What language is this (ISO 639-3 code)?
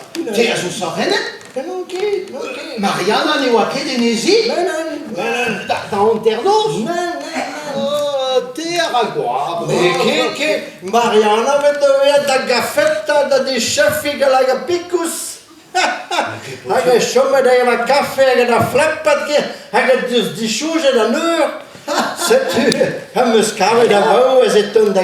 bre